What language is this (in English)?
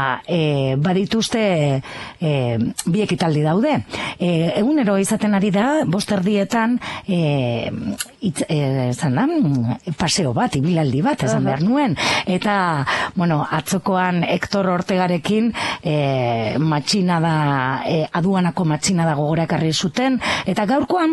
Basque